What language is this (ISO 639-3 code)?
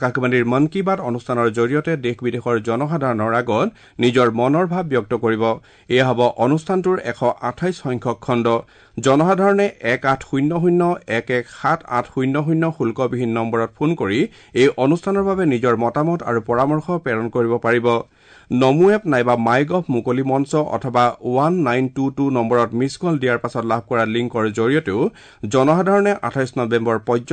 asm